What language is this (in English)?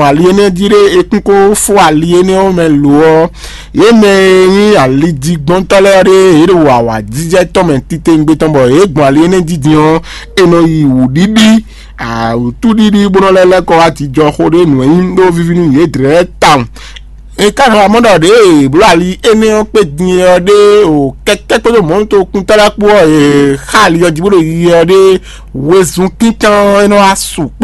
Fon